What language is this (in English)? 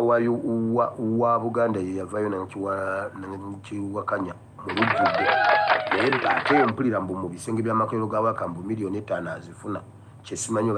Ganda